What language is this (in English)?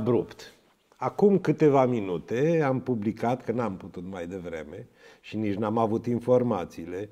Romanian